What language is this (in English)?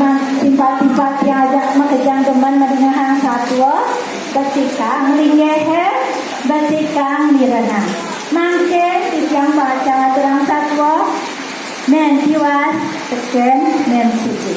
Balinese